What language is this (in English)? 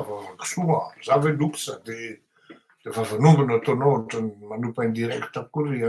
Malagasy